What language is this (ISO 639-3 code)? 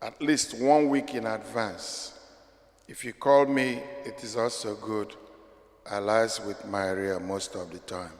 ibo